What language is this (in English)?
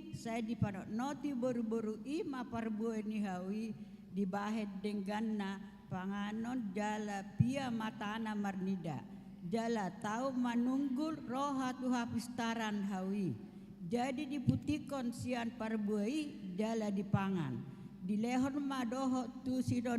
Batak Toba